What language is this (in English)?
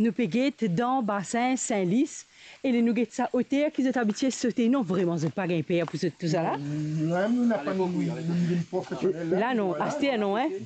Morisyen